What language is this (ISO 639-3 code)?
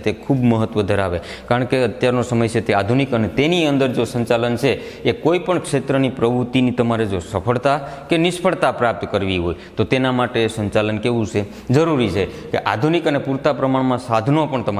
guj